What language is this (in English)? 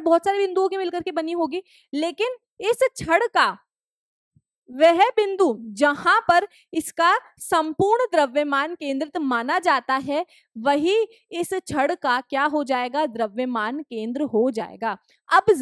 Hindi